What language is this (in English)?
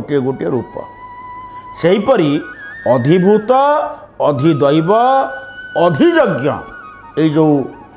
Odia